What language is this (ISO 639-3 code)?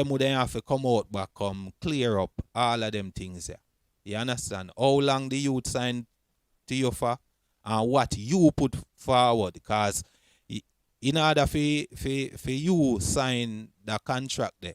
jam